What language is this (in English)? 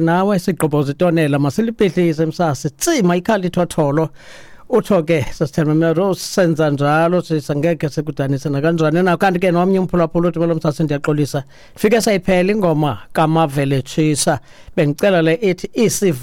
Xhosa